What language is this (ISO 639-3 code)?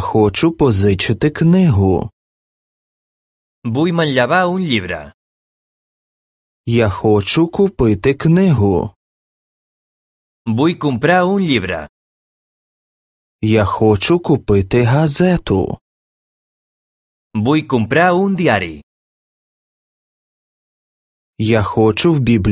ukr